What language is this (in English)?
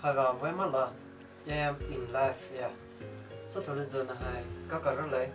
Poumei Naga